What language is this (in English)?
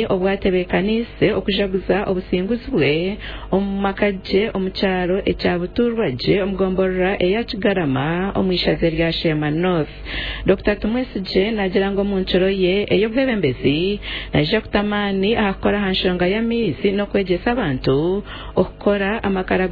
Nyankole